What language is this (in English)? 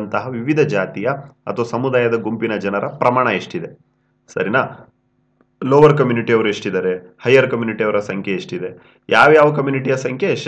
Kannada